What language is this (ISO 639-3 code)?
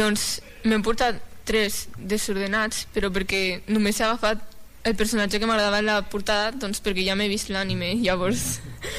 cat